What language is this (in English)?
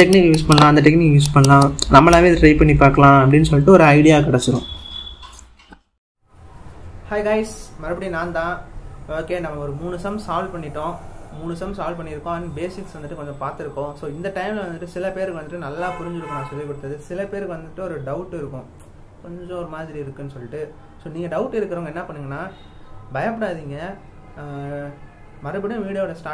Tamil